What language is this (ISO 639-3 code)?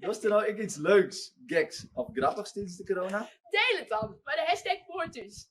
fry